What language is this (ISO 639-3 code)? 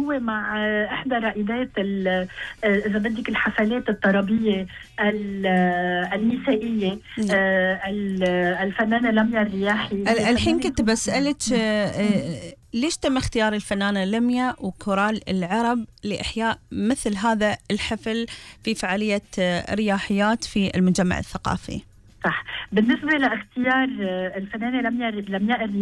afb